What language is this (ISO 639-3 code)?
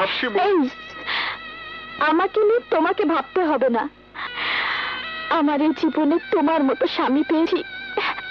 ben